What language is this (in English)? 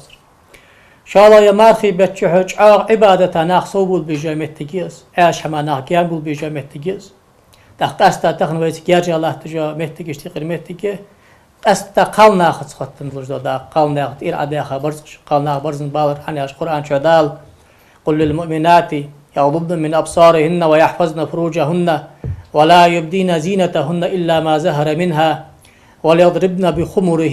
Ingush